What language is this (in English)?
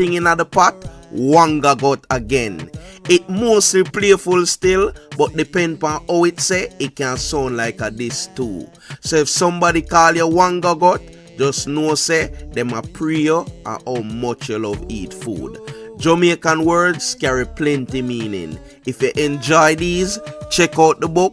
Jamaican Creole English